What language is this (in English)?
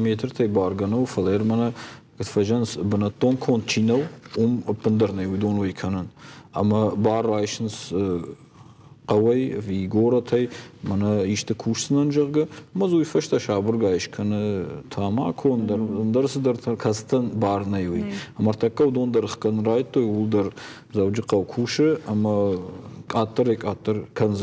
Ossetic